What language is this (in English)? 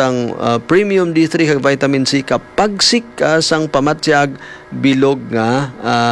Hiligaynon